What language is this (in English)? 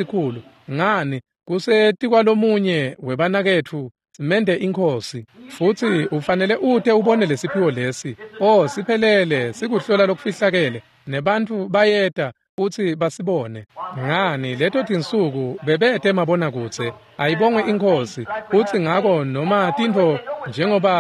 Swati